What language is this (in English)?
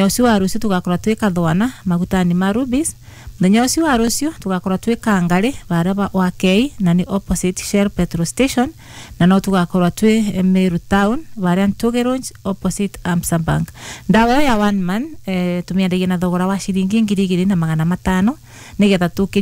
Kikuyu